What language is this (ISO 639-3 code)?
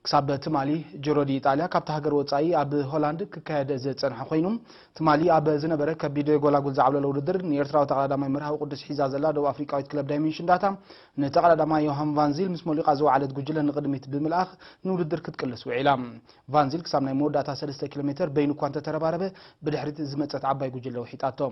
tir